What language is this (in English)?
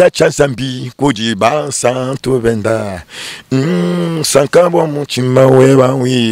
Luba-Lulua